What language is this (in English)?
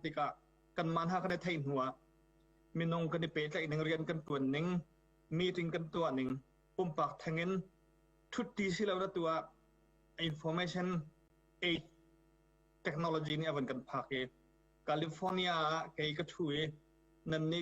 Hakha Chin